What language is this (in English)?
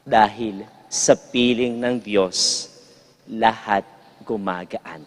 Pampanga